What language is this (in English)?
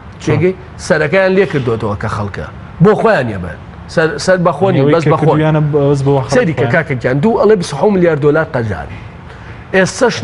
Central Kurdish